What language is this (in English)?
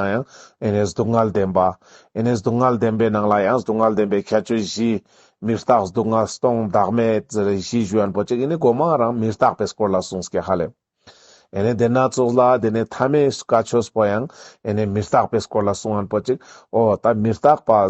Ladakhi